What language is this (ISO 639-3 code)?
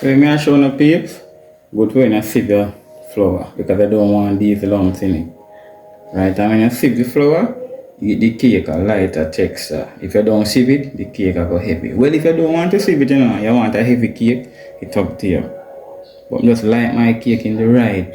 jam